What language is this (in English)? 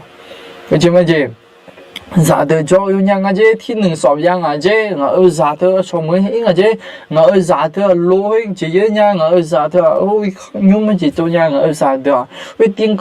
Akha